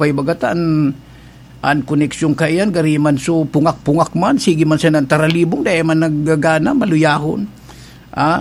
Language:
Bikol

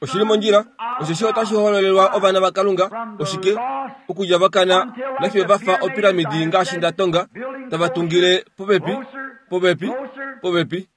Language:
Kuanyama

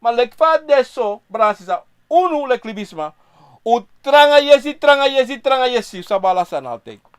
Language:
Sranan Tongo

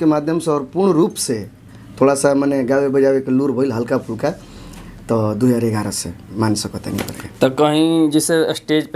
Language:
Bhojpuri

